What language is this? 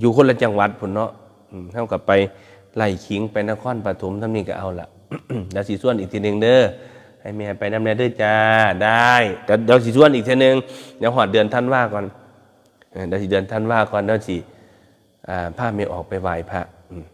Northeastern Thai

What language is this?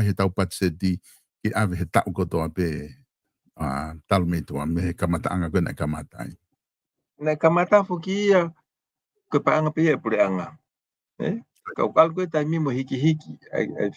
Tongan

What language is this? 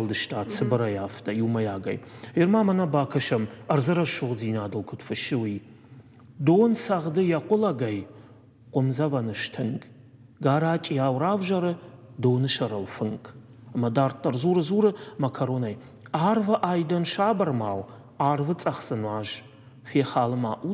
Ossetic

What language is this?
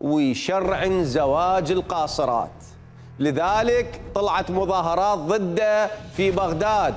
Mesopotamian Arabic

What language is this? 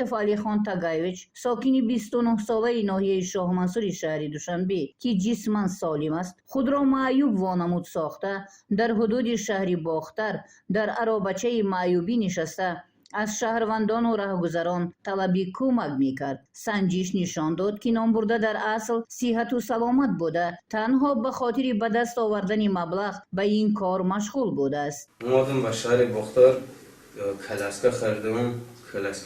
Tajik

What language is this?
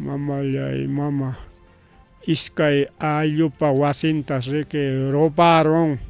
Ayacucho Quechua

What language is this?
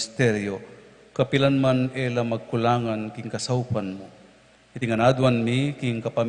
Pampanga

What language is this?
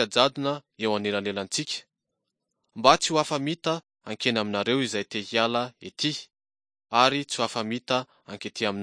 Malagasy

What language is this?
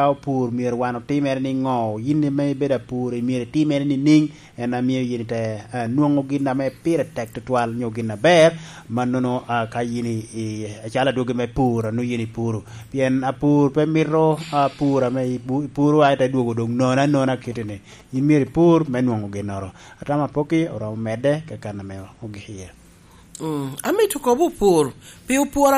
Lango (Uganda)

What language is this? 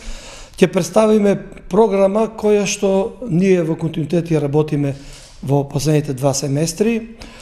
Macedonian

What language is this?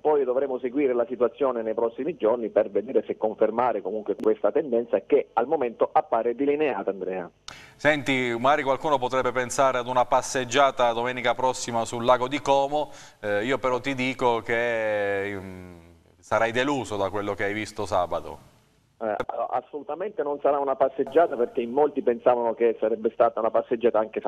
Italian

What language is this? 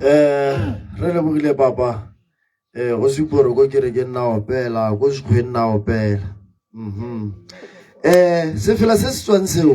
Tswana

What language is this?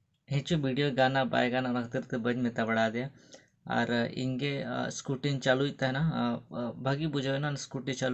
Santali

